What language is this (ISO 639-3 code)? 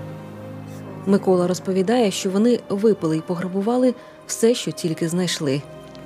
ukr